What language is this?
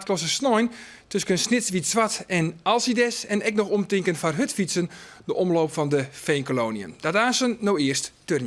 Western Frisian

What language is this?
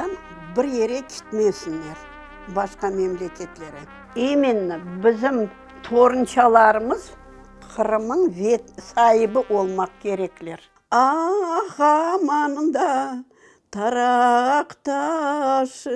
Crimean Tatar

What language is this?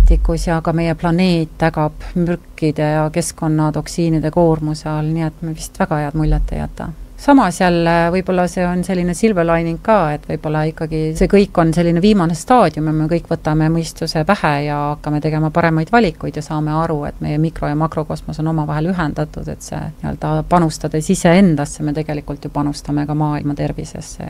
Estonian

